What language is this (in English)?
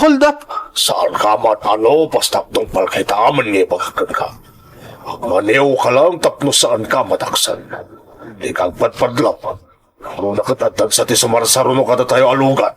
Iloko